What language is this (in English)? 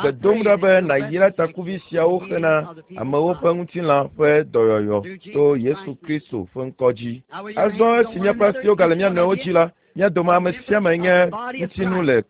Ewe